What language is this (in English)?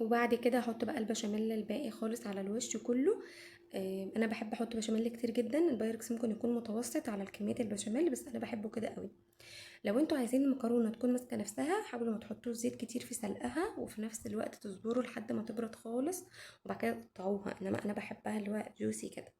Egyptian Arabic